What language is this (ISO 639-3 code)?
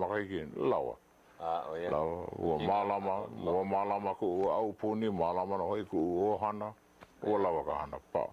haw